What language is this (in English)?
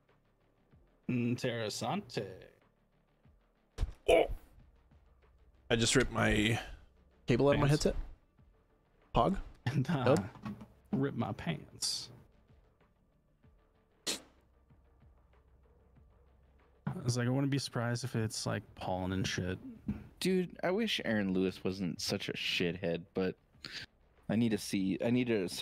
English